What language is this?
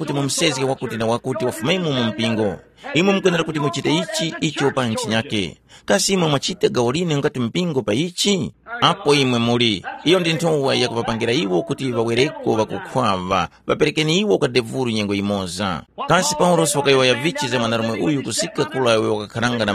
Tumbuka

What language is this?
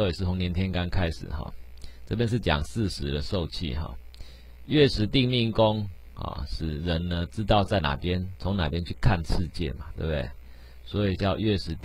Chinese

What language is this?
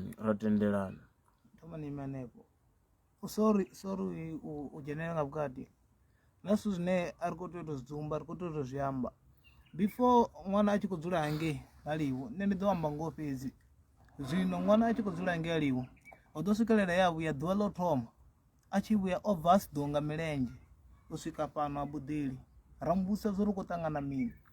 Venda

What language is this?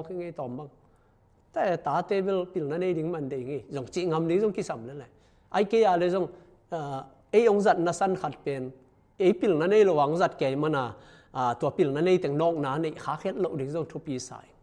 Tedim Chin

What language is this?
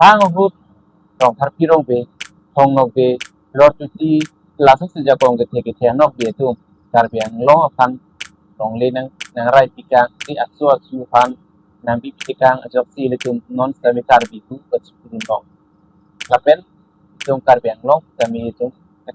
Karbi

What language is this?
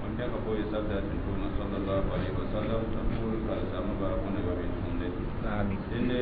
Mossi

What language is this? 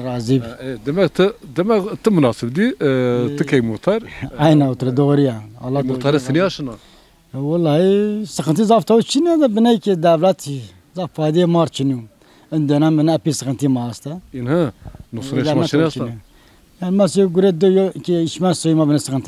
Zaza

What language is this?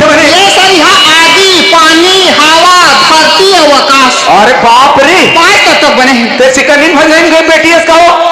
Chhattisgarhi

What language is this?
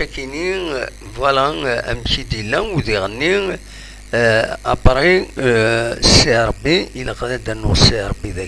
Kabyle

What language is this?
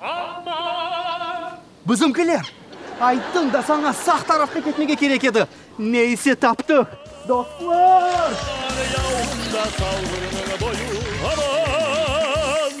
Crimean Tatar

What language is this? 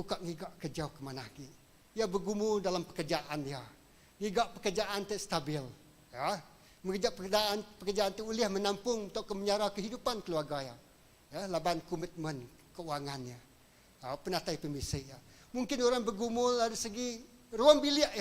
Iban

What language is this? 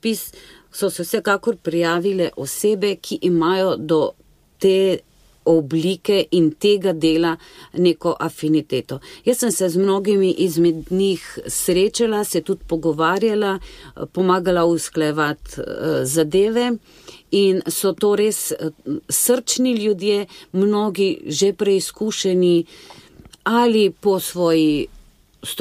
Slovenian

